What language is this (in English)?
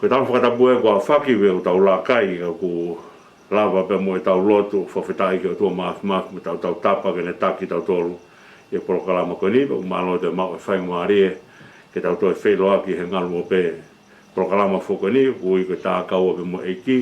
Tongan